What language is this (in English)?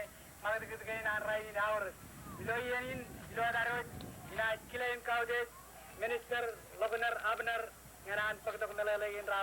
Marshallese